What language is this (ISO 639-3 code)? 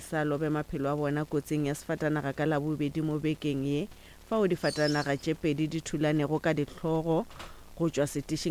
nso